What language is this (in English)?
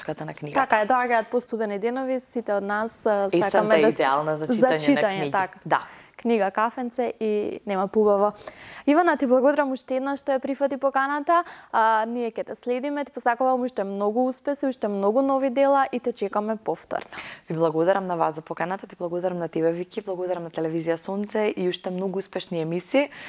Macedonian